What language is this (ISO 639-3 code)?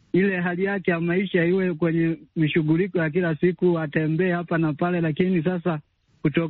swa